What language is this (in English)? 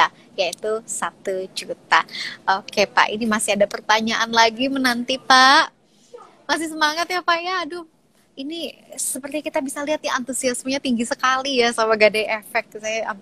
Indonesian